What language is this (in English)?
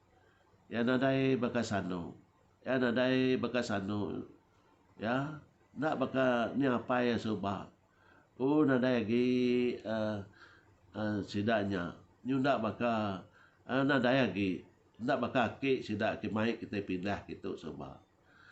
Iban